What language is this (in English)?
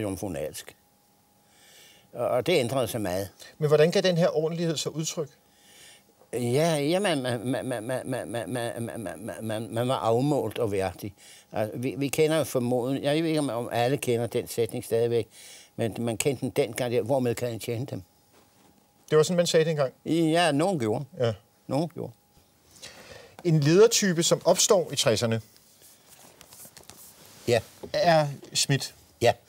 Danish